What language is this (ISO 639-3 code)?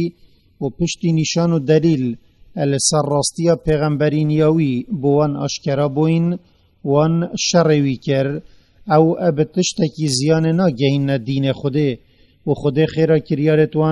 kur